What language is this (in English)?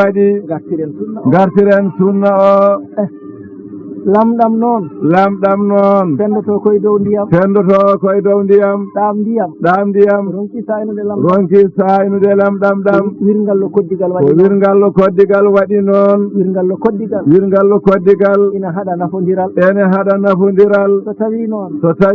Fula